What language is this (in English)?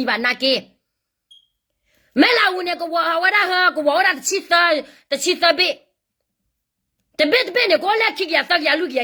S'gaw Karen